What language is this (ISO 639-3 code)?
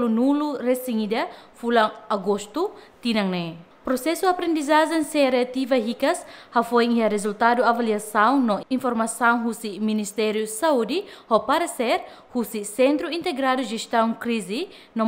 tet